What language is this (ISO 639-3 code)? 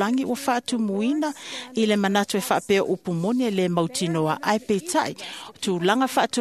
smo